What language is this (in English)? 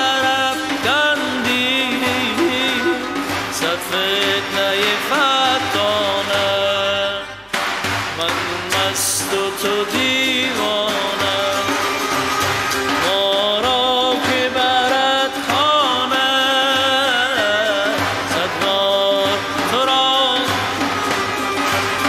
Persian